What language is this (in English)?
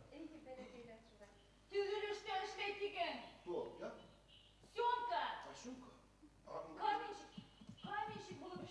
Bashkir